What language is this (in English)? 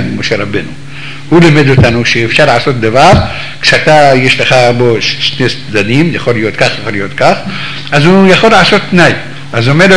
Hebrew